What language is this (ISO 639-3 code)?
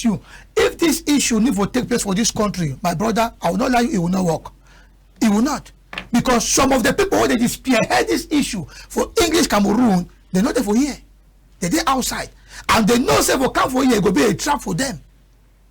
wes